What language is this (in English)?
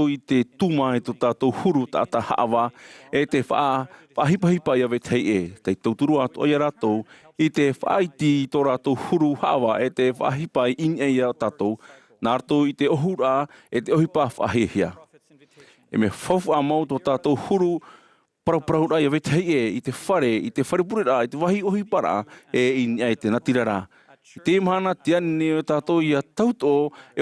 Tahitian